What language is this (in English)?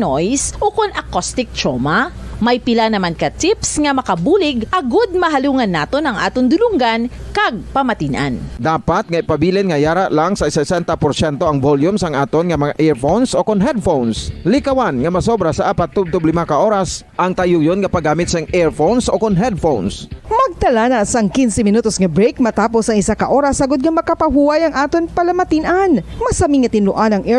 Hiligaynon